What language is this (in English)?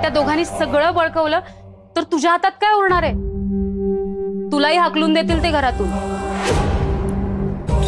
Marathi